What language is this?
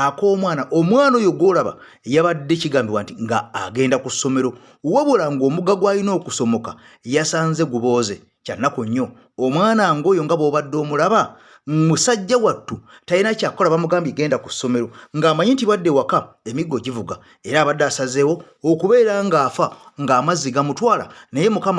Ganda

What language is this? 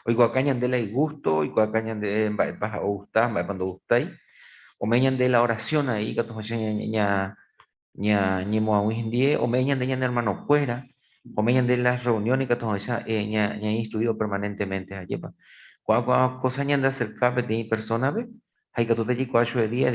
Guarani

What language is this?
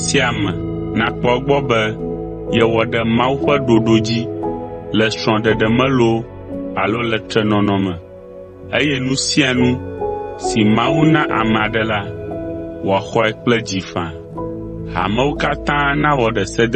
Ewe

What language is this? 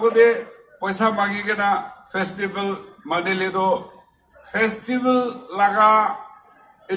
Naga Pidgin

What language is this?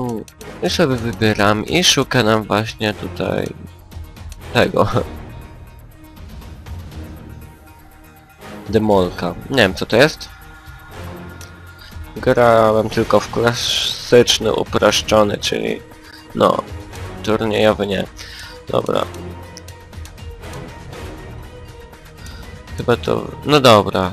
Polish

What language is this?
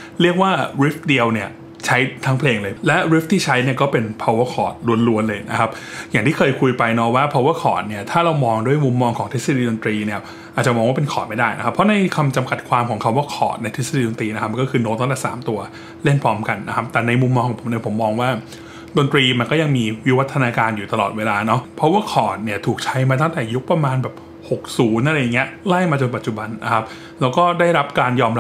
Thai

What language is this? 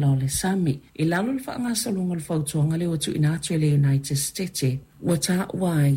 Samoan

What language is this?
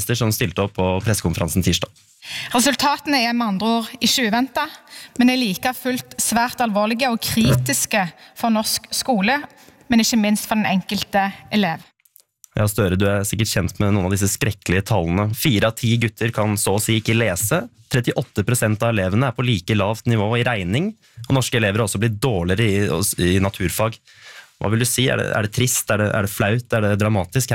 Norwegian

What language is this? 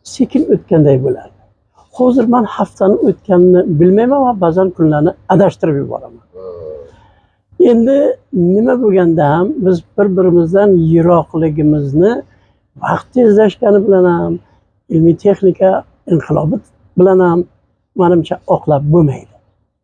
Uzbek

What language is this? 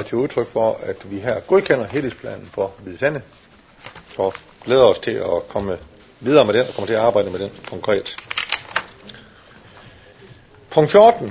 Danish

